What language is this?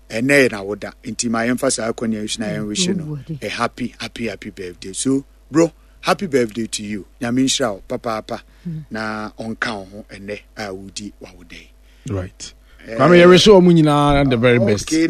Akan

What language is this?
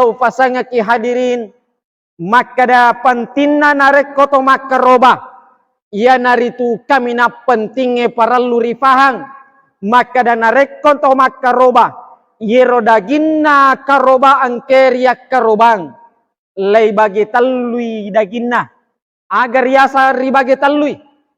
Buginese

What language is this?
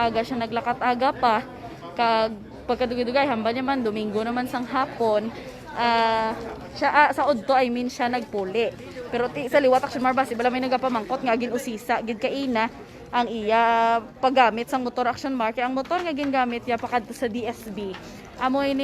Hiligaynon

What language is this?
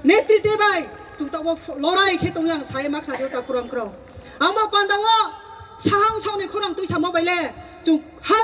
Riang (India)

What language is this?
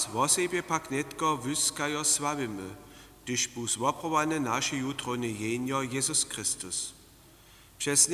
Upper Sorbian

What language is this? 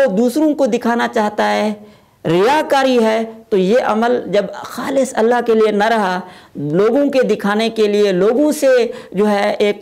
Urdu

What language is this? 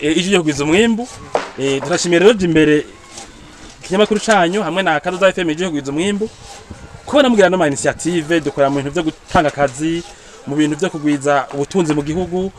Rundi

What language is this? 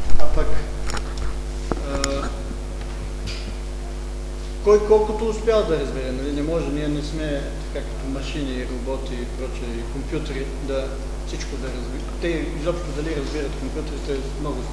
Bulgarian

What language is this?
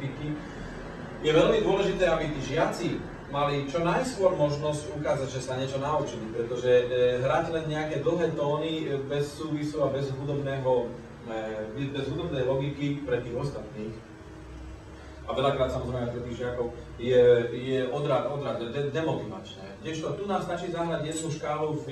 Slovak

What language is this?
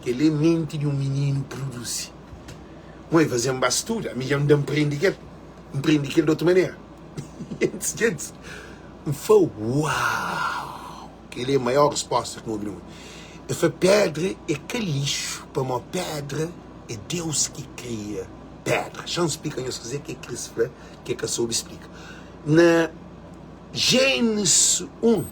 Kabuverdianu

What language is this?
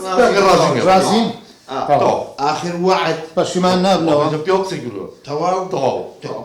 Central Kurdish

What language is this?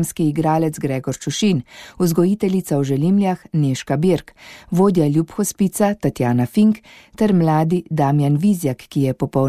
Slovenian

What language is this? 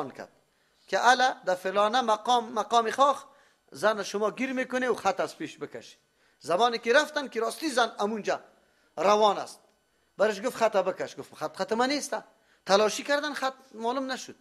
Persian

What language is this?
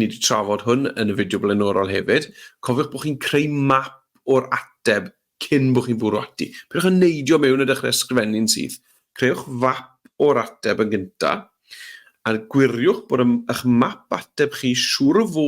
Welsh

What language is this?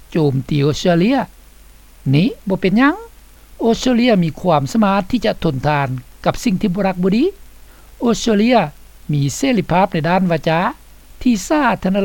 Lao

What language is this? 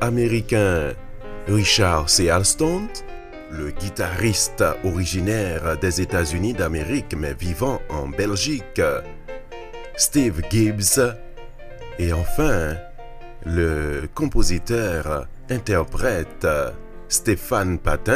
French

